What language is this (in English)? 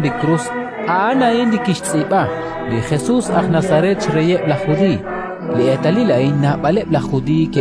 Kekchí